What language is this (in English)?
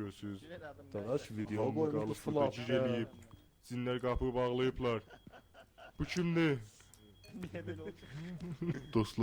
South Azerbaijani